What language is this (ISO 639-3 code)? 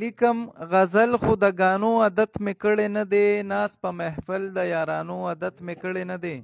pus